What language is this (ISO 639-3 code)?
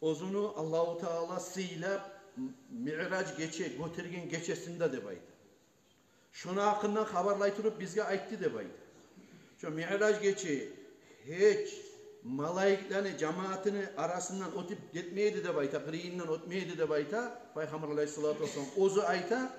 kum